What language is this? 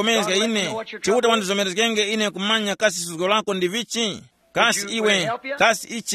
Tumbuka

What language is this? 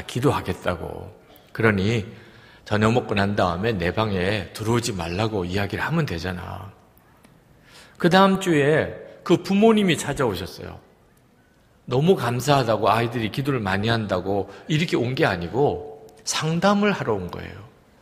Korean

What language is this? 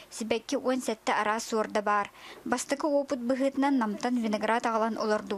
Yakut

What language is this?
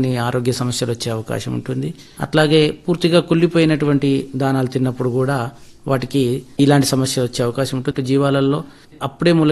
Telugu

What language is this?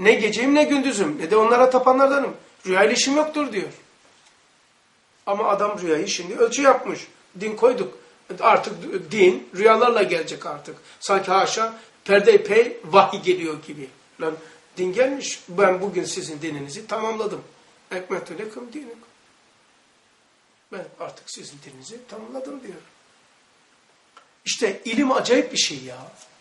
Turkish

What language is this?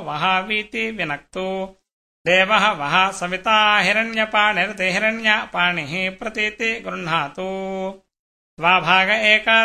Sanskrit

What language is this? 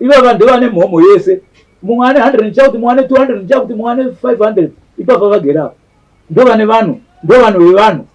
Shona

